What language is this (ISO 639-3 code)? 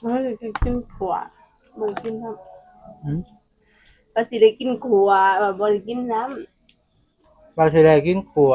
tts